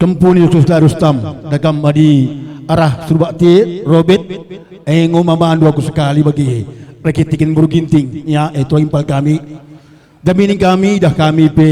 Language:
Batak Karo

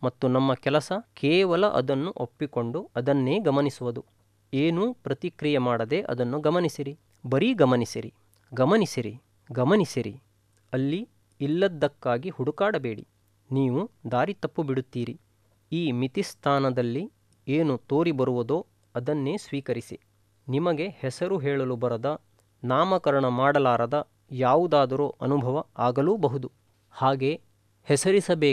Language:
Kannada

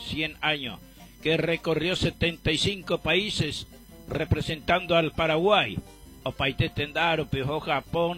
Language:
Guarani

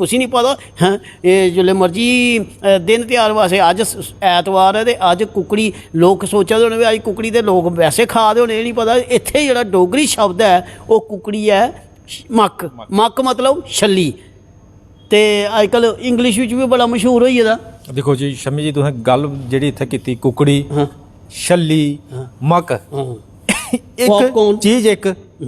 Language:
Dogri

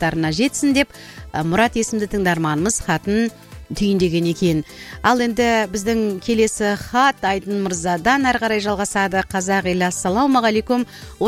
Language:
Kazakh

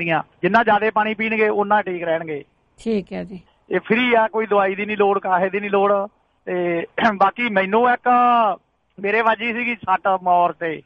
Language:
Punjabi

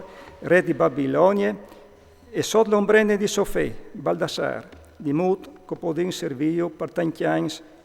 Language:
Friulian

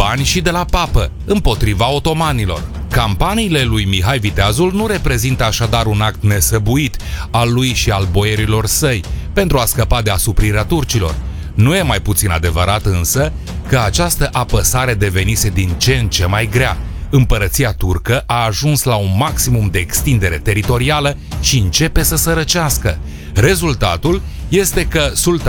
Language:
Romanian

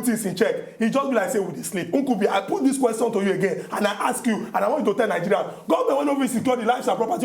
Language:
Nigerian Pidgin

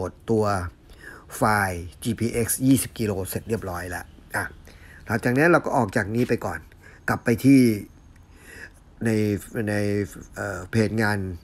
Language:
Thai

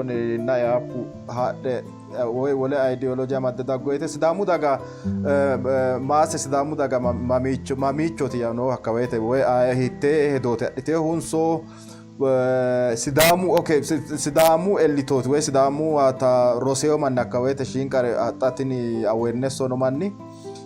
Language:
Sidamo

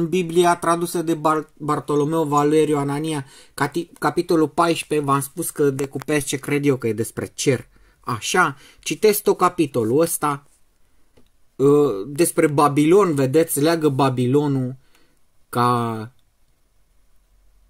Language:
Romanian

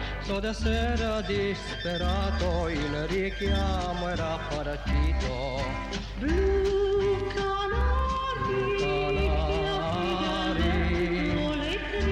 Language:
Italian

